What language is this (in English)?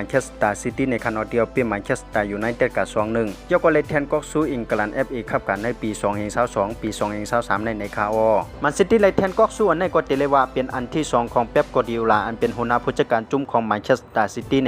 Shan